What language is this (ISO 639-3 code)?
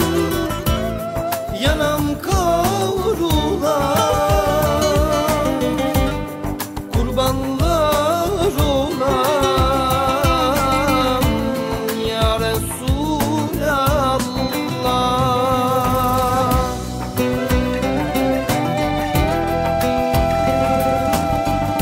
tur